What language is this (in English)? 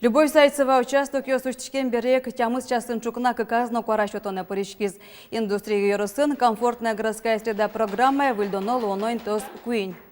Udmurt